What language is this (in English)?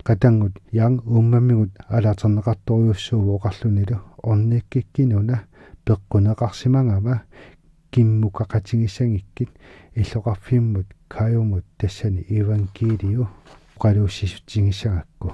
Kalaallisut